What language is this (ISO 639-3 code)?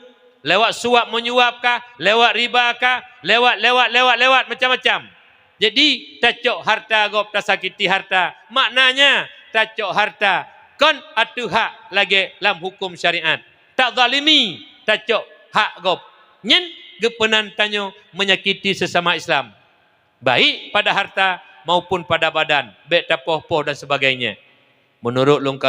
ace